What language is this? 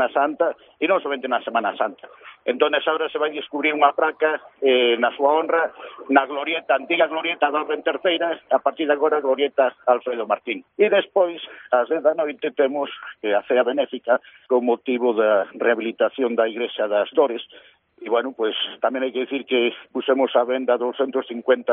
Galician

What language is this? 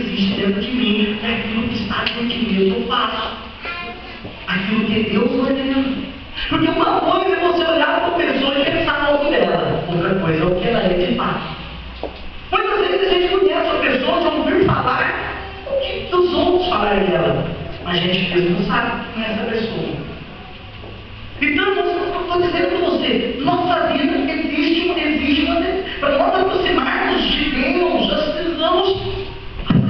Portuguese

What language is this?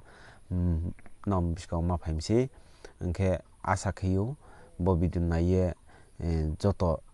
Riang (India)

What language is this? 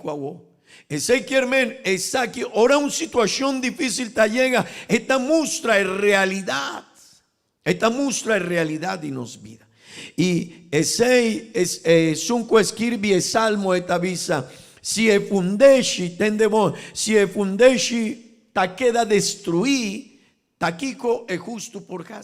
Papiamento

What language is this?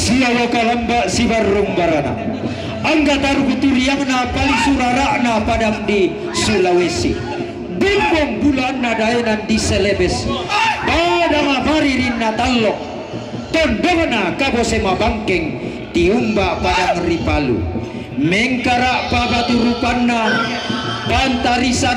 Toraja-Sa'dan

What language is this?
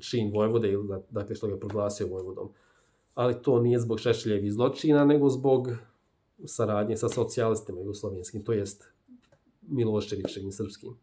Bosnian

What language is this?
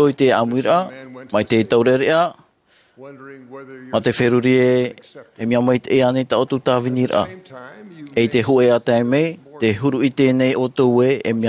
Tahitian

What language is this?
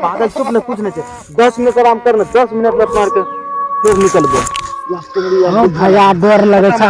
Maithili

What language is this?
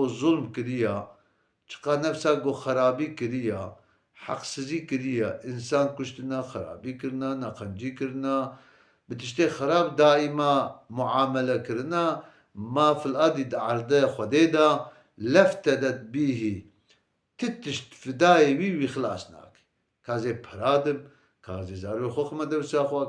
Kurdish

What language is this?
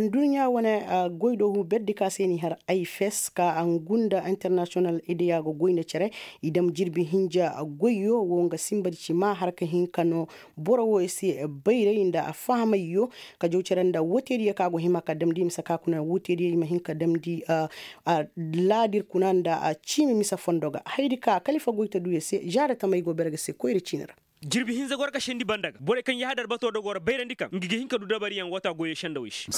Koyraboro Senni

